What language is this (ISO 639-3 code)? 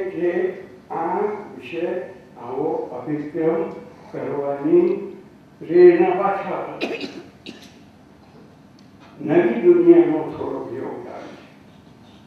guj